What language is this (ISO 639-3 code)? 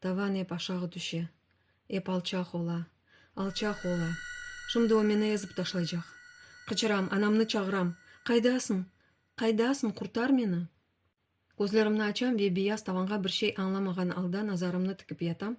crh